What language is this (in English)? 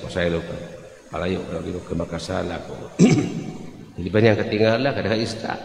Cebuano